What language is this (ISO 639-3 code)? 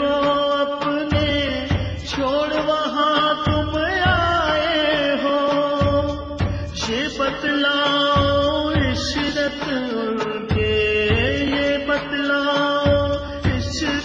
pan